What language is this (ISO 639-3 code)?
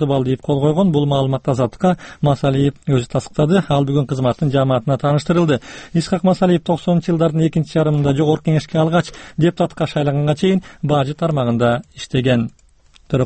kir